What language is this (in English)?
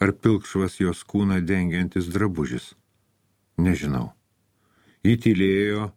Lithuanian